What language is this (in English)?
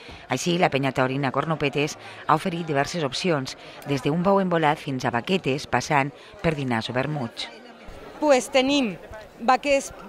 Catalan